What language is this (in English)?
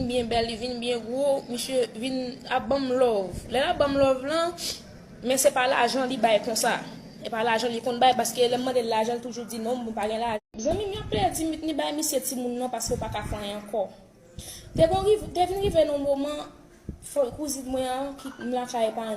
Haitian Creole